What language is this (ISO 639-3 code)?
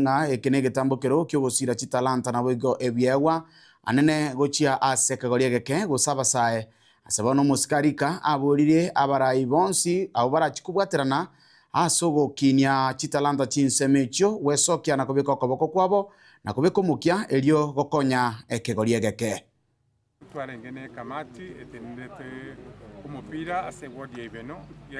guz